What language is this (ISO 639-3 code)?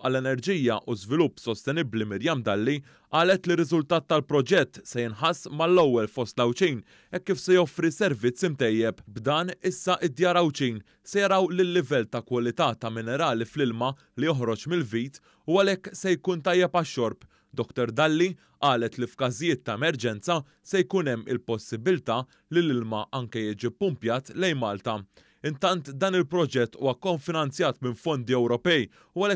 mlt